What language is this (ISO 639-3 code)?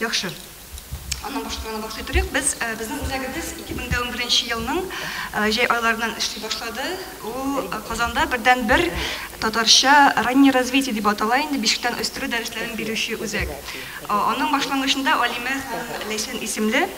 tat